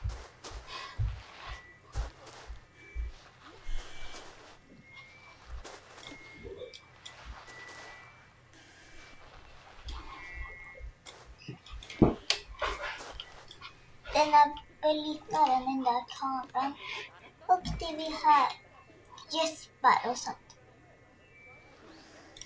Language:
Swedish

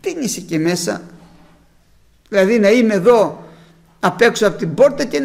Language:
Greek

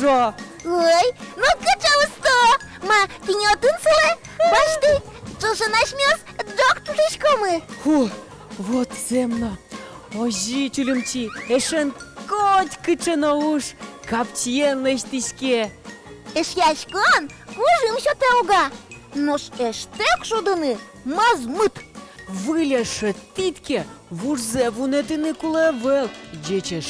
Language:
Udmurt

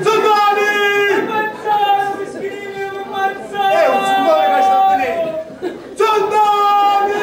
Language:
Sicilian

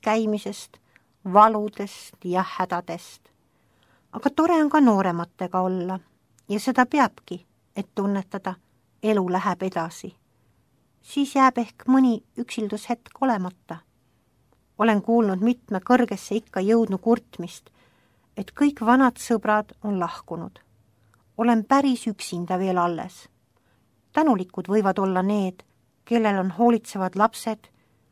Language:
Estonian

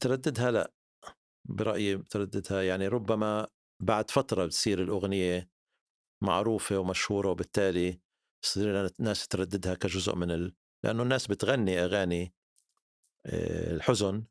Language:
North Levantine Arabic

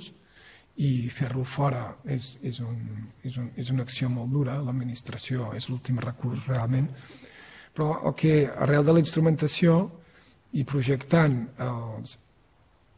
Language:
Catalan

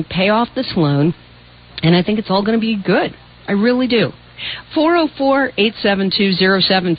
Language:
English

